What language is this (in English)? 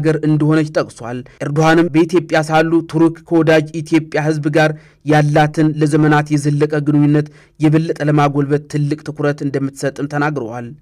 Amharic